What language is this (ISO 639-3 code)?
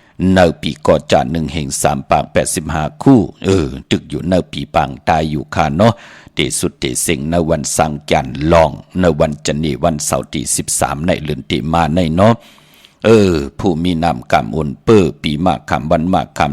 shn